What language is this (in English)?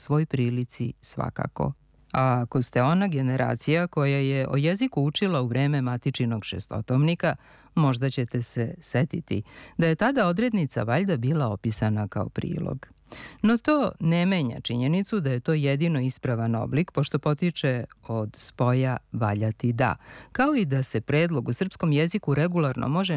Serbian